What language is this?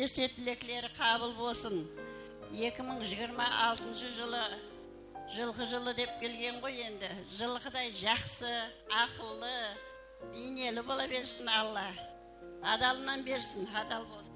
Kara-Kalpak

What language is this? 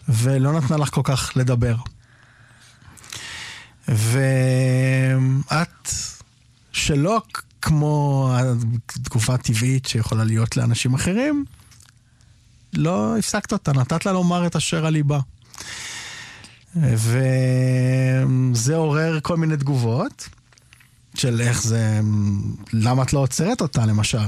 Hebrew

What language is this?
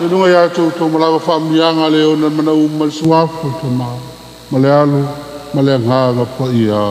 Samoan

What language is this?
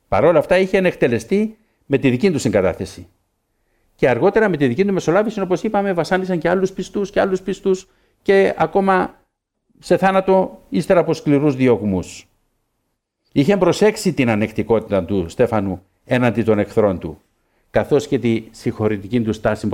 Greek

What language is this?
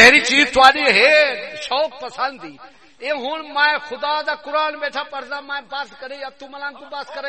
Saraiki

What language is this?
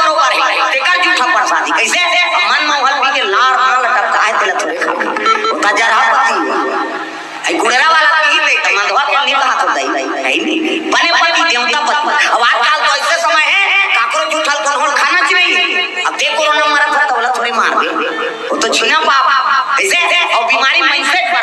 Chhattisgarhi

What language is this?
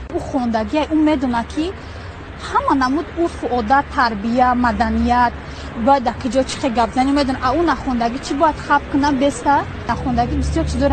Tajik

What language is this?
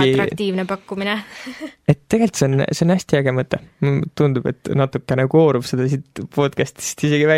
Estonian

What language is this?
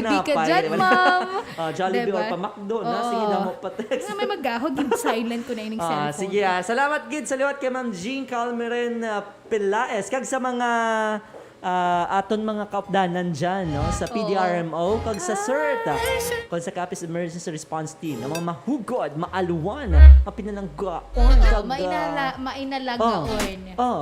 Hiligaynon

